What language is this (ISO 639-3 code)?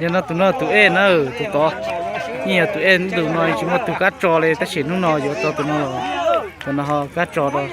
hmn